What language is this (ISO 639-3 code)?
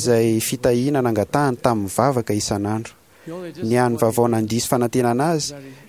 mlg